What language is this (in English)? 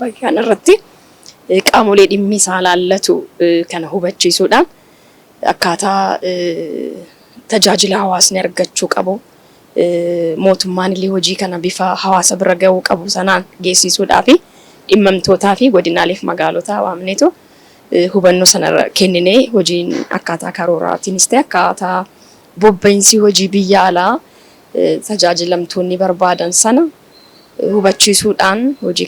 Oromo